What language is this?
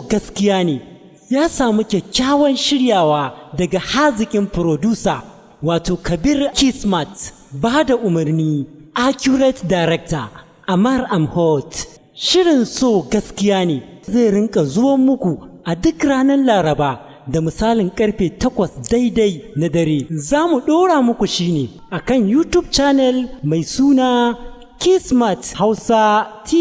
Hausa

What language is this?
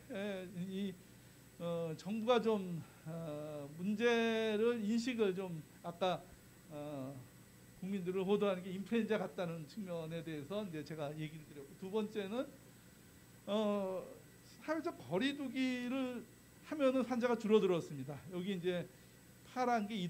Korean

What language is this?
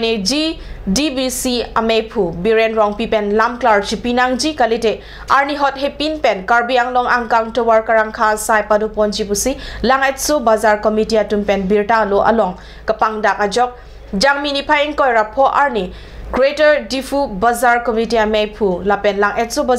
Karbi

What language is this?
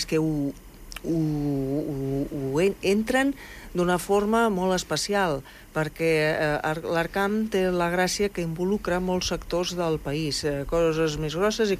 Catalan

